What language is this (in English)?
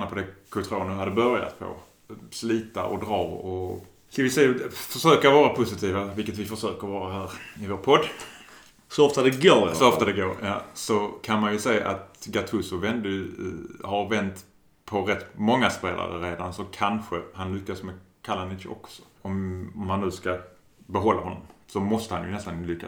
Swedish